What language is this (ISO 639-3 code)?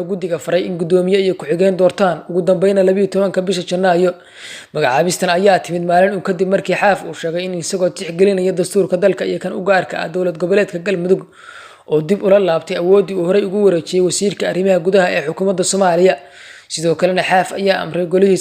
som